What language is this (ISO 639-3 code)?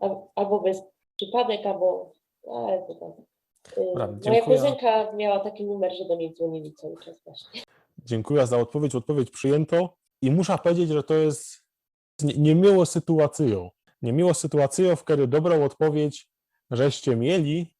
szl